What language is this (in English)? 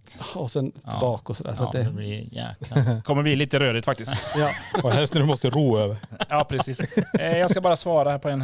Swedish